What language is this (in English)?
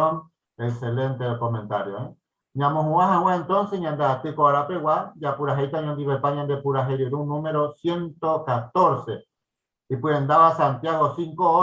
Guarani